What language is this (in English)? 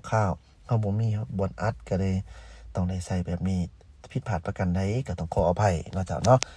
Lao